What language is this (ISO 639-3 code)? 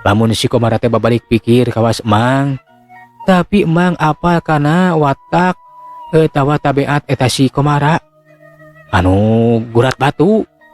sun